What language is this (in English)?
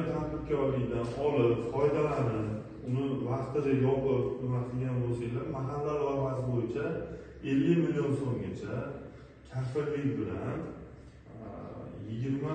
Uzbek